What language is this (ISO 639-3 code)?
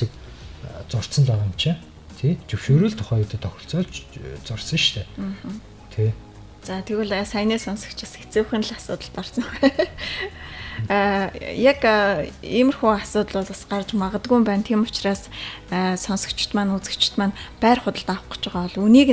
mon